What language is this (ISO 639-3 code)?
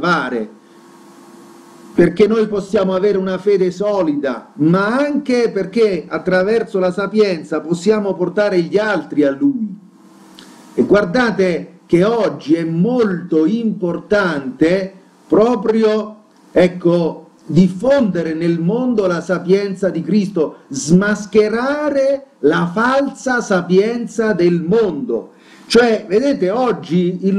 ita